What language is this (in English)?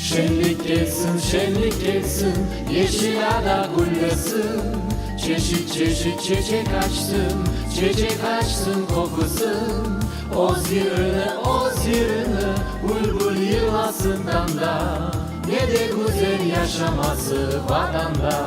Crimean Tatar